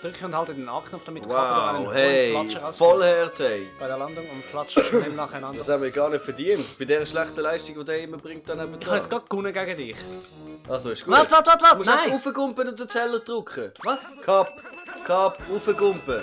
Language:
Swiss German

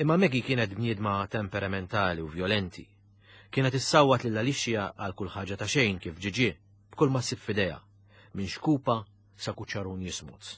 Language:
Maltese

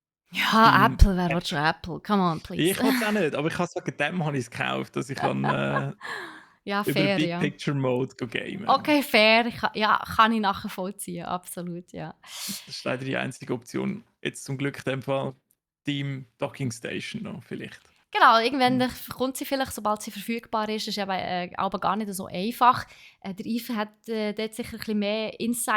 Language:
Swiss German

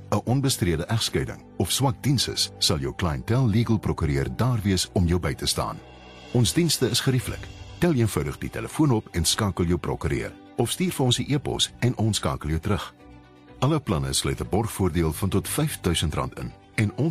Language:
Afrikaans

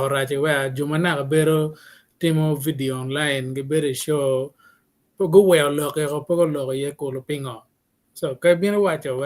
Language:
Acoli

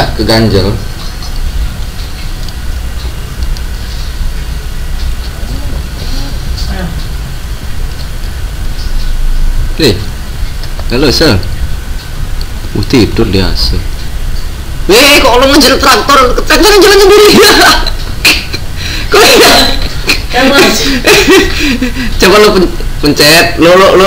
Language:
Indonesian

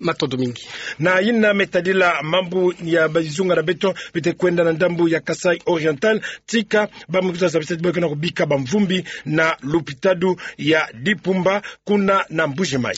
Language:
Kituba (Democratic Republic of Congo)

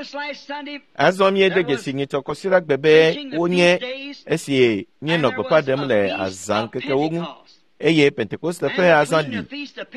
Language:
Ewe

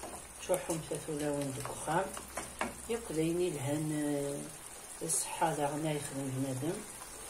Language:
Kabyle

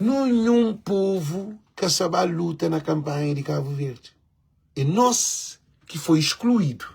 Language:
Kabuverdianu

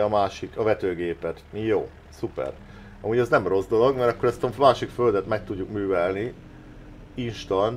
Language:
Hungarian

